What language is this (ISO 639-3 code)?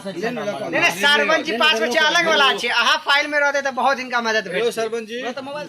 mai